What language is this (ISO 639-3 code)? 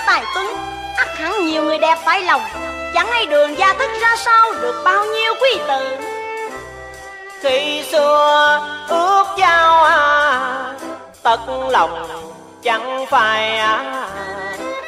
vie